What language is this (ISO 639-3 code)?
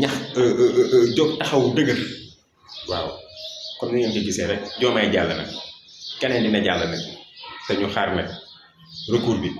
wol